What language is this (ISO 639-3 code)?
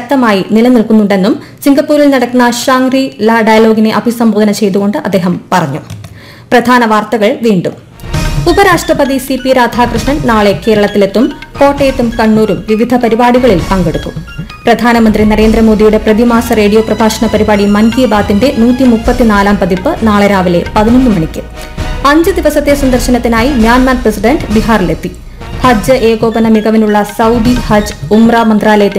mal